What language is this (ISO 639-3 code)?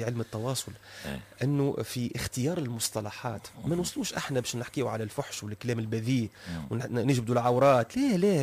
aeb